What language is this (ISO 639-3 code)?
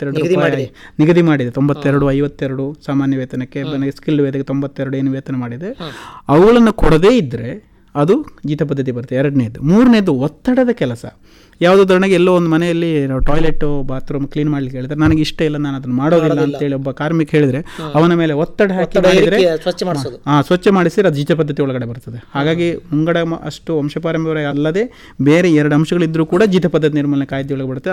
kan